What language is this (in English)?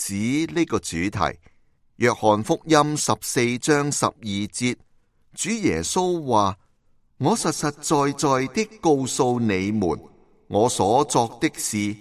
Cantonese